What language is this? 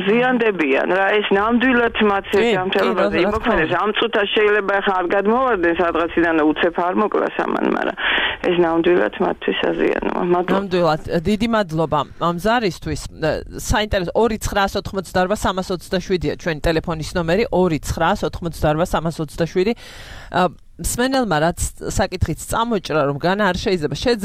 Georgian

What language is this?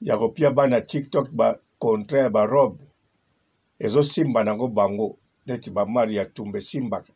Lingala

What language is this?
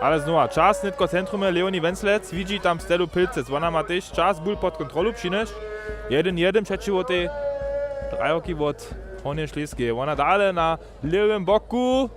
Upper Sorbian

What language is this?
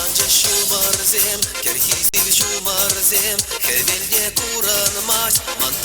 Chuvash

